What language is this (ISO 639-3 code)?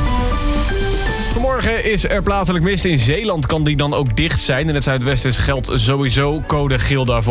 nld